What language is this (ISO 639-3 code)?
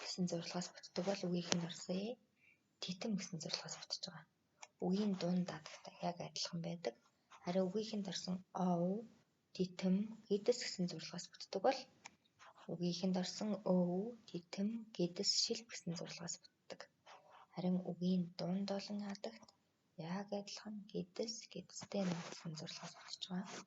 mon